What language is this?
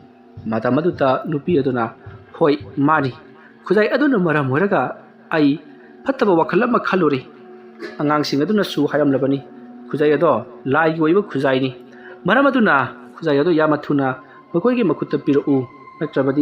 Manipuri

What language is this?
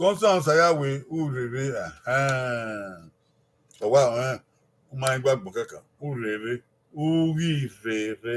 Bini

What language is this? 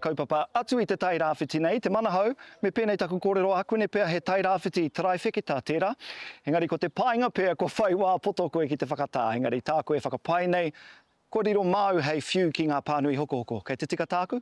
Māori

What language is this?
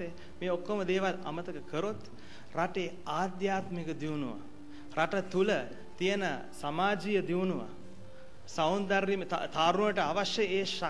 Sinhala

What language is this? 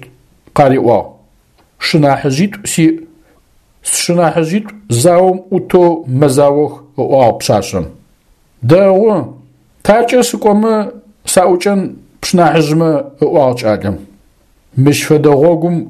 Adyghe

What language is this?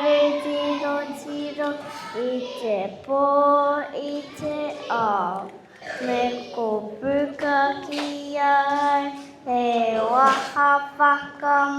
Māori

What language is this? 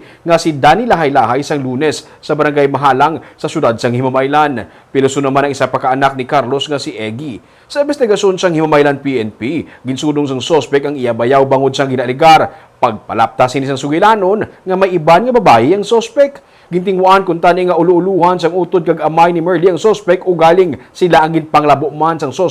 Hiligaynon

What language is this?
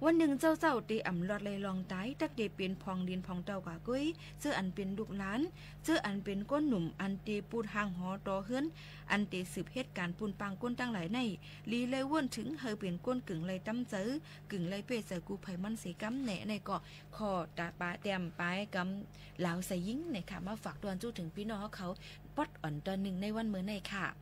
Shan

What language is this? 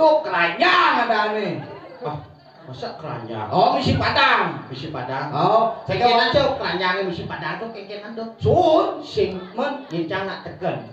Balinese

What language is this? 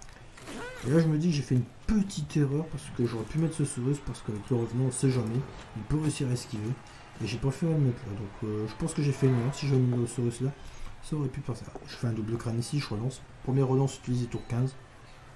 French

